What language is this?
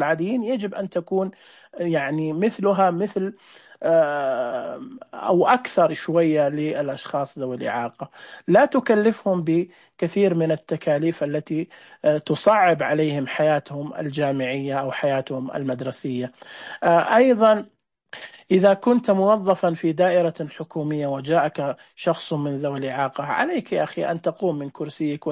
Najdi Arabic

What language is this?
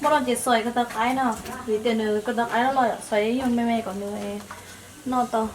Hmong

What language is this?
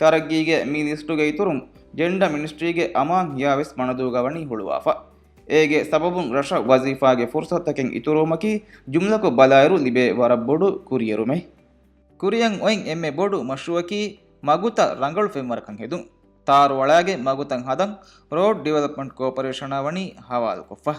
Divehi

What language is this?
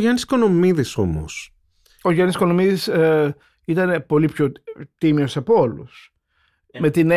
Greek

